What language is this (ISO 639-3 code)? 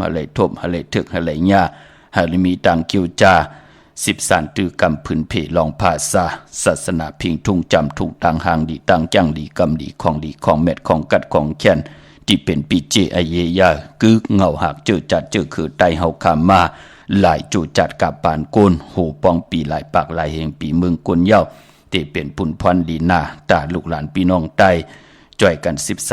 shn